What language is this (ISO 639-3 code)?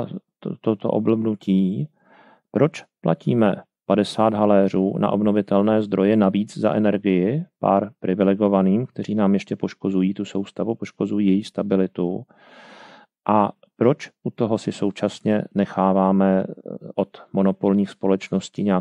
ces